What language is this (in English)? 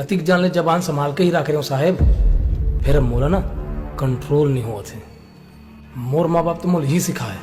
Chhattisgarhi